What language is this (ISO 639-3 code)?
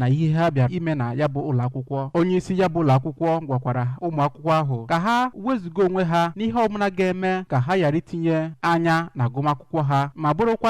ibo